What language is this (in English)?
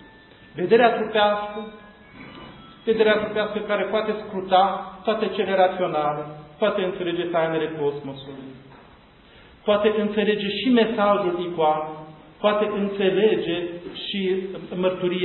Romanian